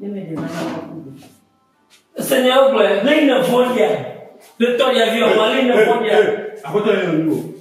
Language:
Ewe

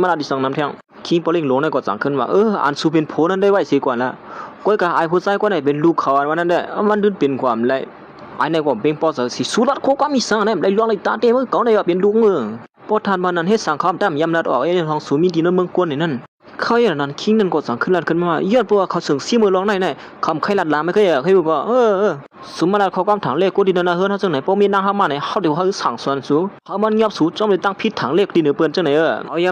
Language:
Shan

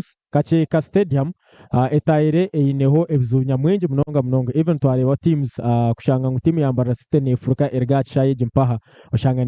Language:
Nyankole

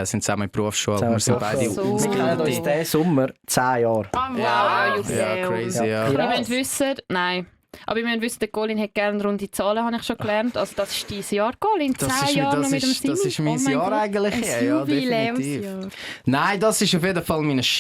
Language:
Swiss German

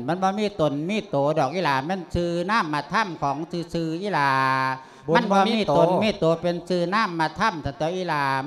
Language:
Lao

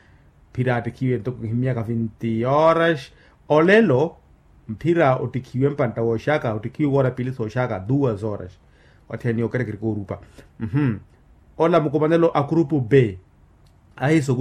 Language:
Makhuwa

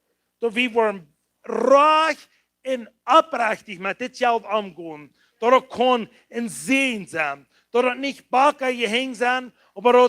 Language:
Plautdietsch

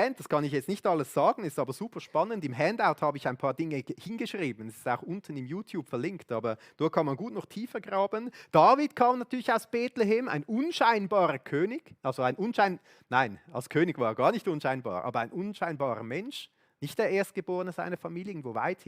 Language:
Swiss German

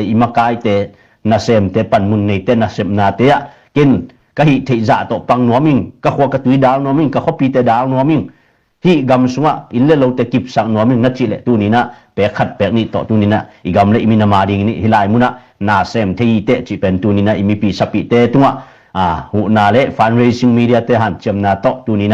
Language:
Tedim Chin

